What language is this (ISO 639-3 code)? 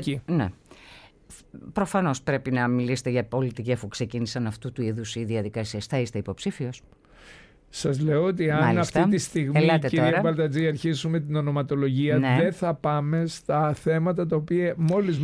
ell